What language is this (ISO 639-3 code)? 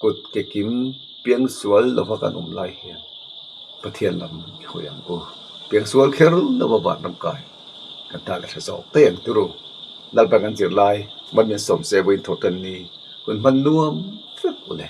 lus